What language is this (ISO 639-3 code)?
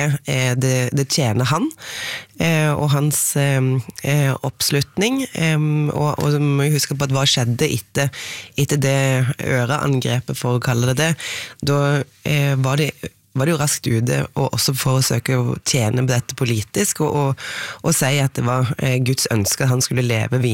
nor